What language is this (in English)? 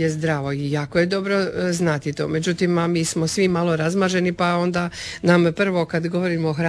Croatian